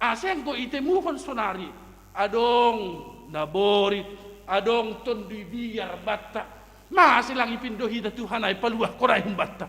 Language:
Batak Simalungun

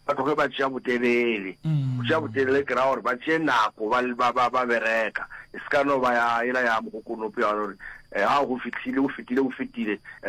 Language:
Northern Sotho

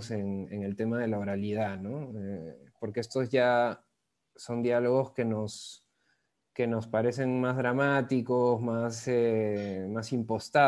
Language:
Spanish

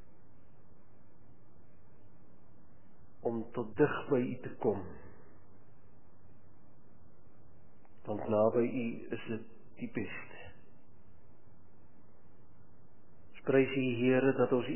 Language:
Afrikaans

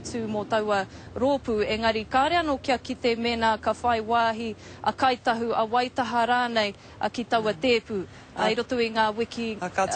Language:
Māori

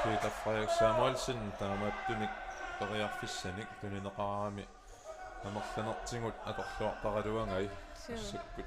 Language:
Kalaallisut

